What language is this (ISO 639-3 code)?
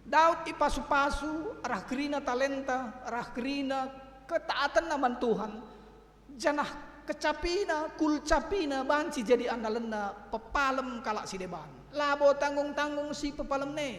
btx